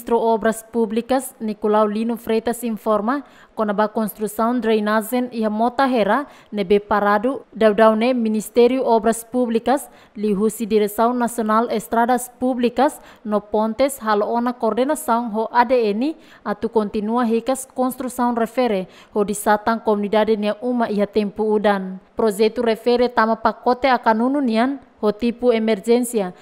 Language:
Tetum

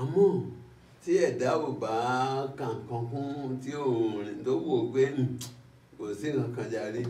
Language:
Yoruba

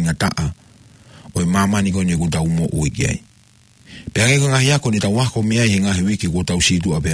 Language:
Tongan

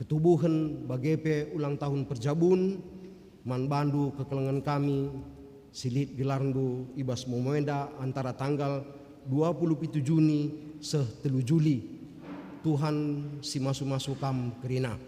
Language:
Batak Karo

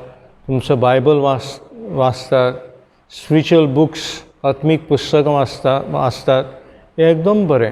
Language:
Konkani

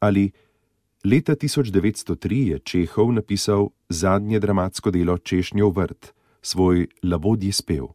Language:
Slovenian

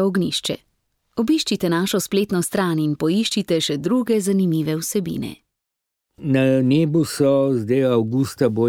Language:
Slovenian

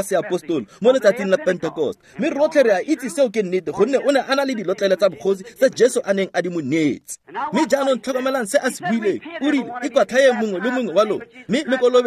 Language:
Tswana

